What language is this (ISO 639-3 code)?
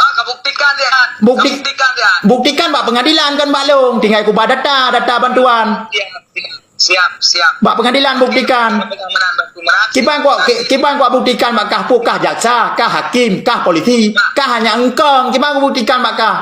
ace